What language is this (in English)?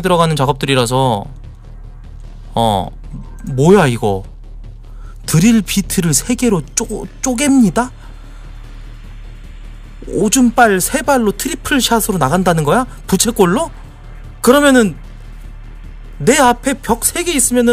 Korean